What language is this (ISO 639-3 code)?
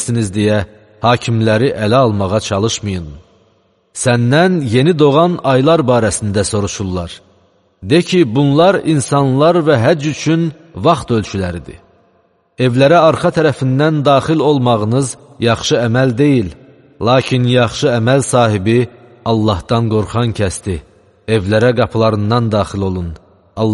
aze